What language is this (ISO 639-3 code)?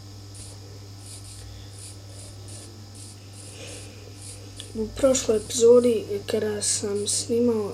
bos